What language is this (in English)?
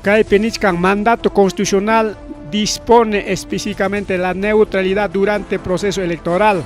Ayacucho Quechua